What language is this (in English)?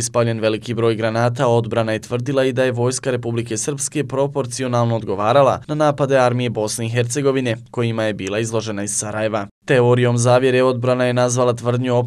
Bosnian